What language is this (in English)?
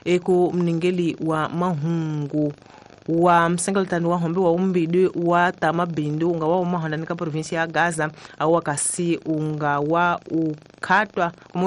Tsonga